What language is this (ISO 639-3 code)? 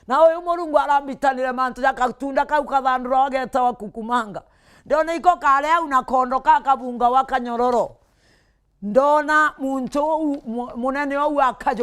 mer